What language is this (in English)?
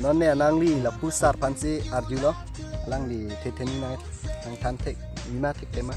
Karbi